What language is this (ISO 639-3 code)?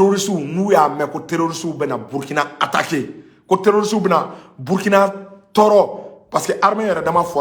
bam